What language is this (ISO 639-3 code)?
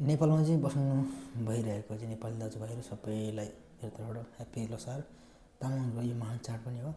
nep